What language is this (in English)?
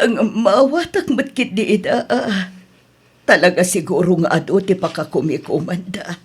Iloko